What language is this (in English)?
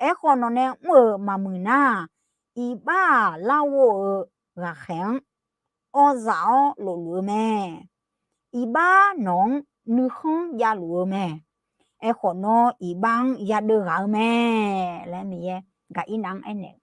Akha